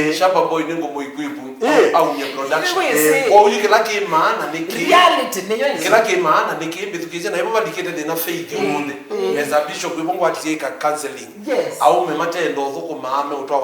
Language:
Kamba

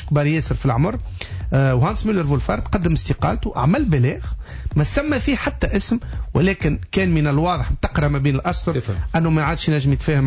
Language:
Tunisian Arabic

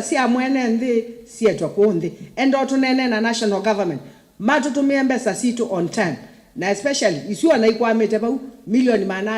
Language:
Kamba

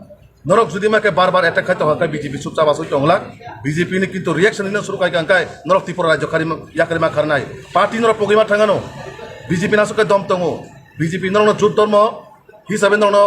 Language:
Kok Borok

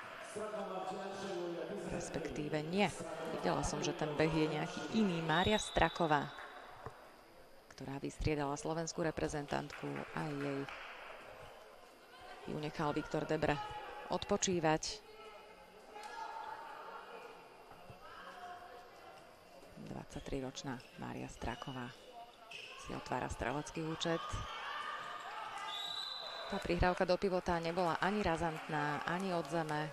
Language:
Slovak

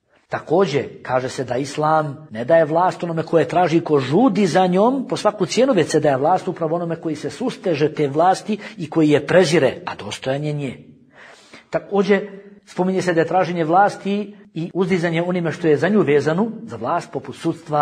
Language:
Bosnian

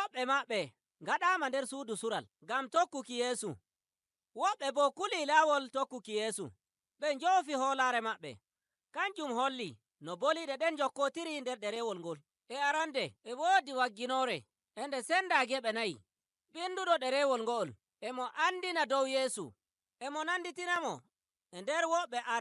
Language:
Nigerian Fulfulde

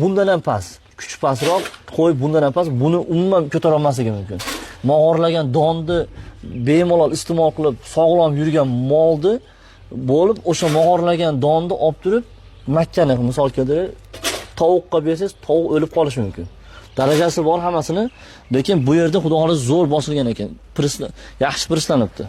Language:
Uzbek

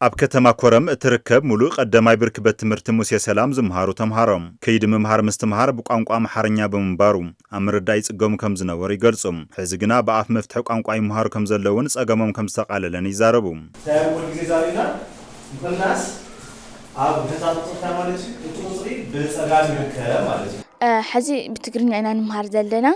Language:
Tigrinya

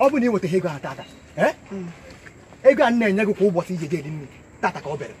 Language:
Igbo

